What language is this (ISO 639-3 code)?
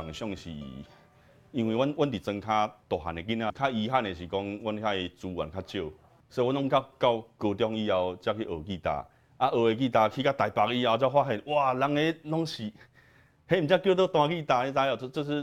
nan